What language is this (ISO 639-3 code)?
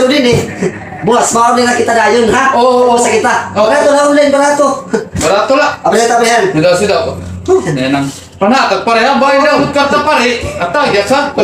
war